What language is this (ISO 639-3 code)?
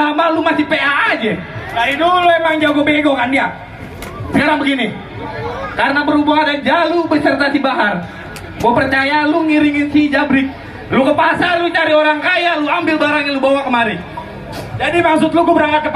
bew